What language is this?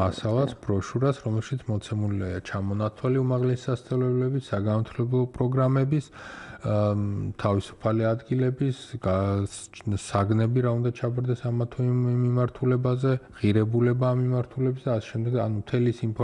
Georgian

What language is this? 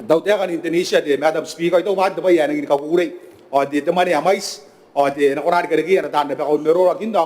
Gilbertese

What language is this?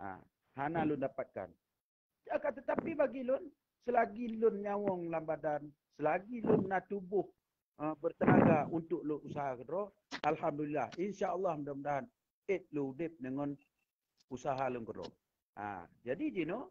Achinese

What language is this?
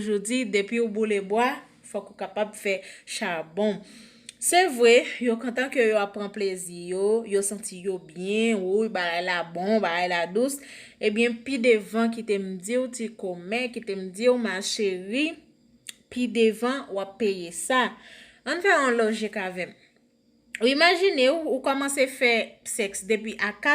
Haitian Creole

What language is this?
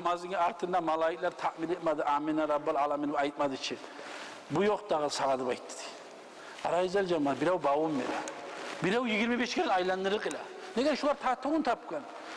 Kumyk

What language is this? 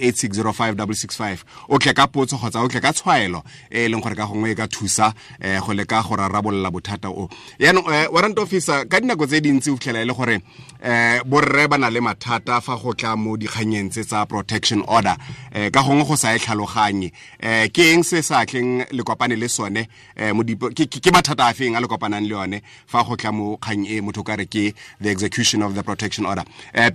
Tswana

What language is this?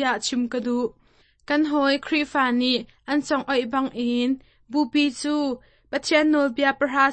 Hakha Chin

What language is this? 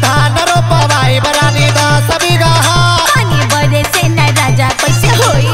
Bhojpuri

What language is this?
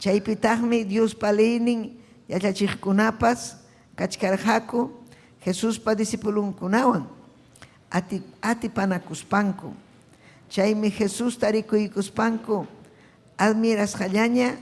Ayacucho Quechua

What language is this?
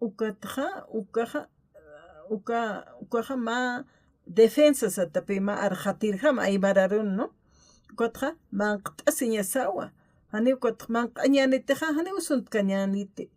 Aymara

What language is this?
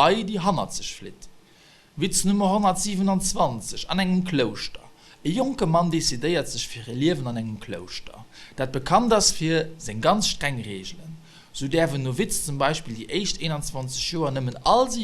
Luxembourgish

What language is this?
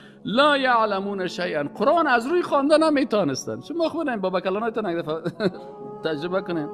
Persian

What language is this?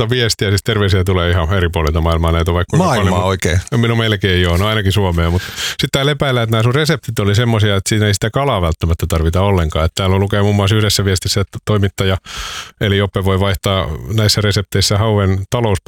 Finnish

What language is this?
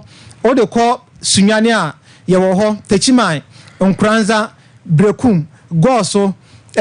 Akan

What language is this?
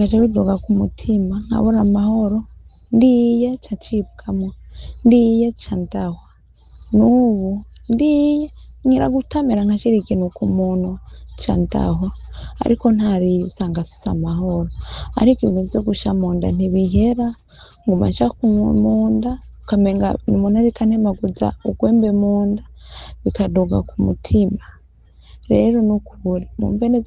Rundi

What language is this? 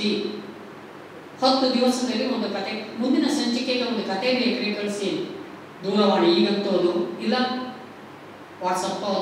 Kannada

